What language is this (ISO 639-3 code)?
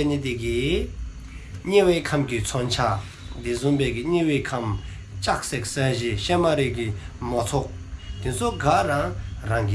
dzo